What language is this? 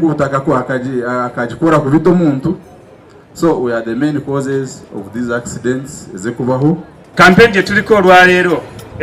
Nyankole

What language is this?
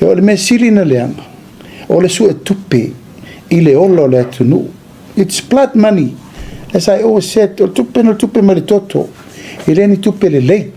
Samoan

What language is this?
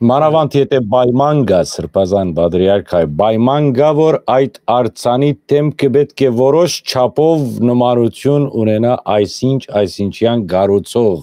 Western Armenian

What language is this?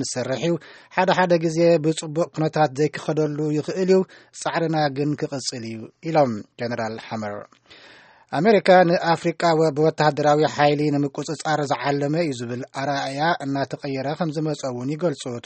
Tigrinya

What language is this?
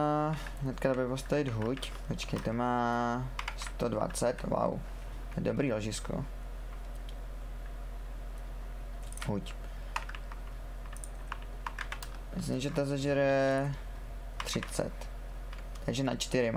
Czech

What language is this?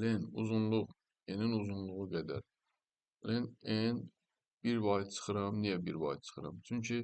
Azerbaijani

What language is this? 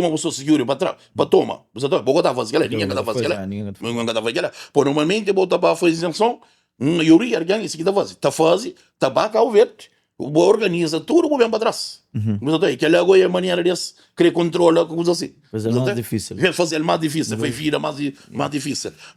Kabuverdianu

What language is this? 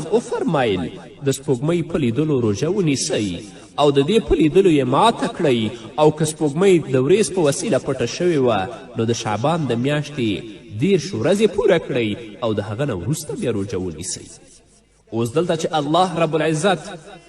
Pashto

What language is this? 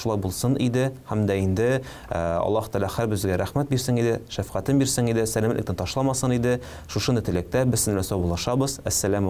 Tatar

